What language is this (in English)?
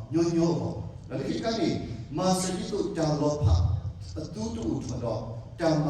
S'gaw Karen